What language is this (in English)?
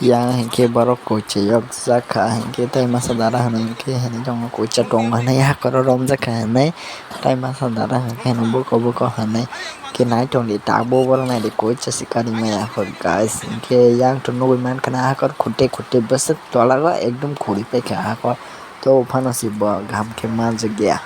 Kok Borok